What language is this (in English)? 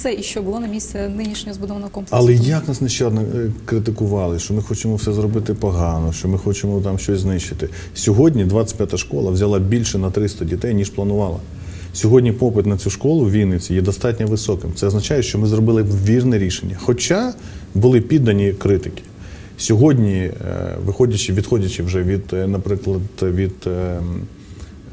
Ukrainian